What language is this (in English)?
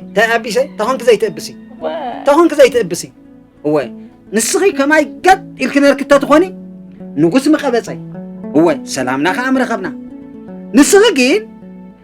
Tigrinya